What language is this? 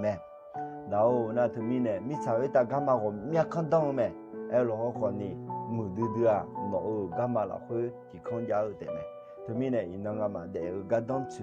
Akha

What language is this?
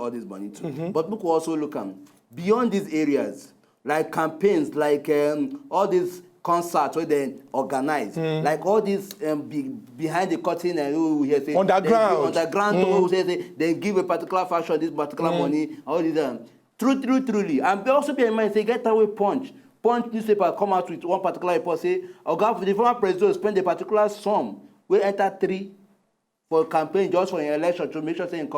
Nigerian Pidgin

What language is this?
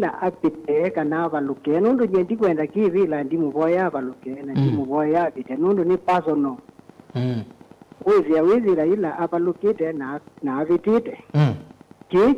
Kamba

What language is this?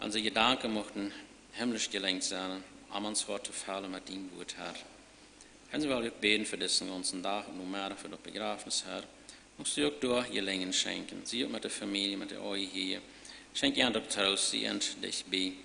Plautdietsch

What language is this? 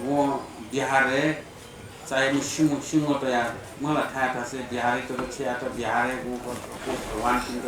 Newari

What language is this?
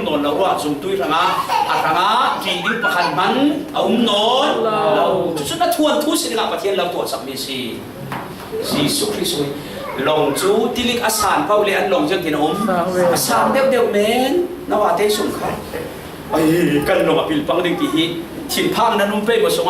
Falam Chin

